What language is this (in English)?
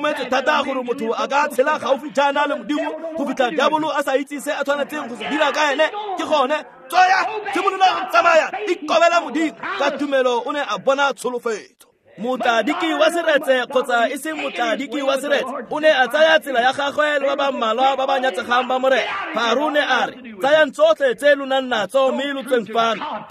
Tswana